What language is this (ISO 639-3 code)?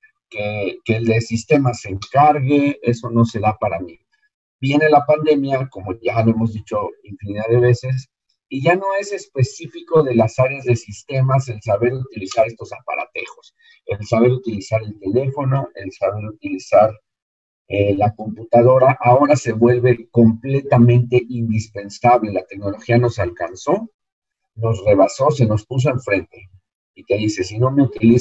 spa